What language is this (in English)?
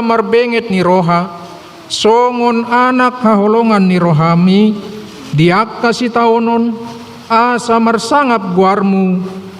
Batak Toba